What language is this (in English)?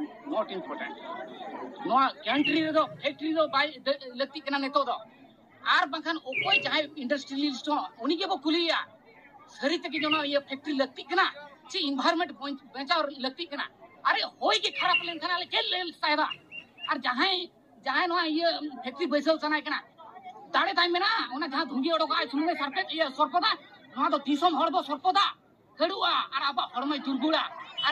Santali